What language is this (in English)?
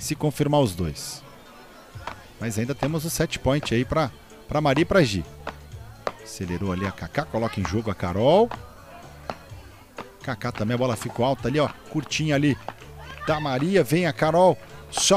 Portuguese